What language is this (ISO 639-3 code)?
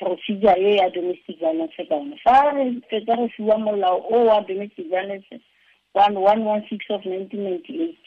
tsn